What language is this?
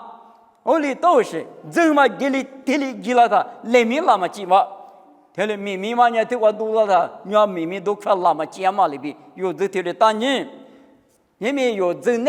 Lisu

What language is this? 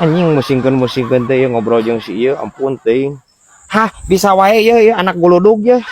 Sundanese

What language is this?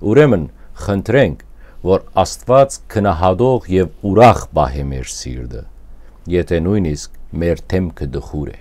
Western Armenian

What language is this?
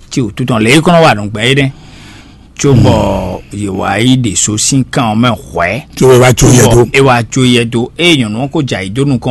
Fon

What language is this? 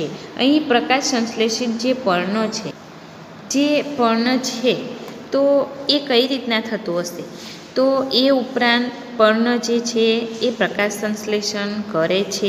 Gujarati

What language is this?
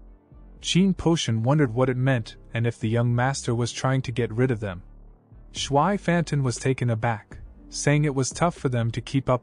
English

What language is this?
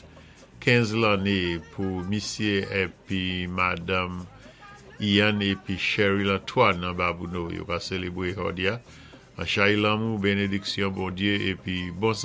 Saint Lucian Creole French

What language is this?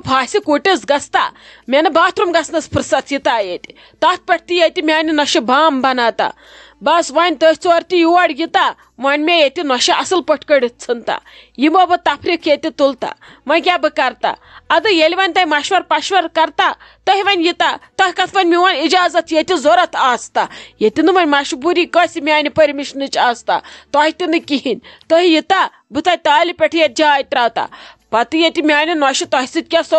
Kashmiri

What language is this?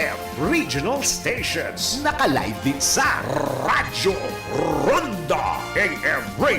Bikol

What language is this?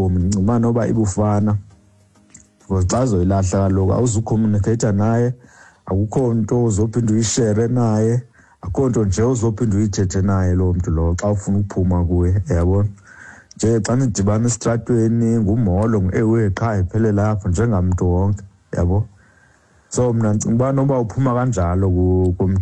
Xhosa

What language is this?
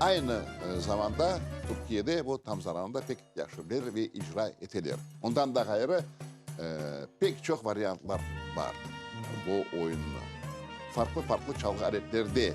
Crimean Tatar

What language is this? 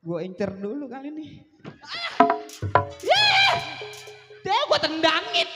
Betawi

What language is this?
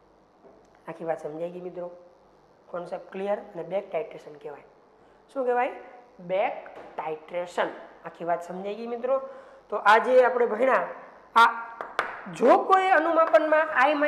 Gujarati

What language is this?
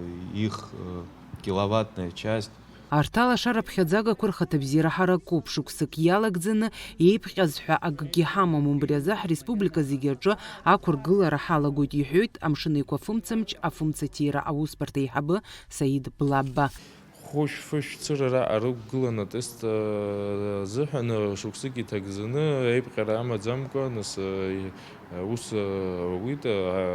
Abkhazian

